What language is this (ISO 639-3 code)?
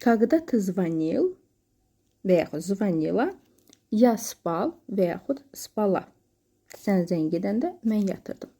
aze